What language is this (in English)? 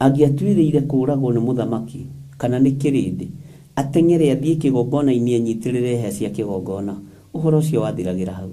Kikuyu